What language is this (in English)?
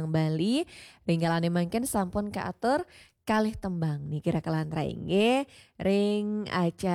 Balinese